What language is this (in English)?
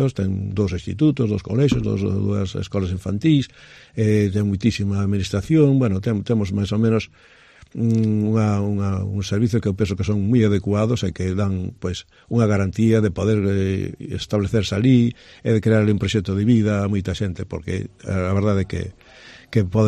Galician